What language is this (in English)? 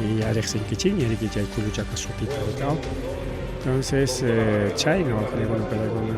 Ayacucho Quechua